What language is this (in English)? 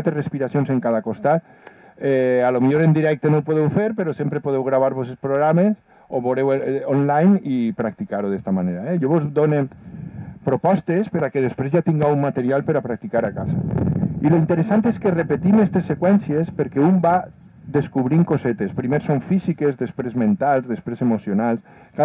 Catalan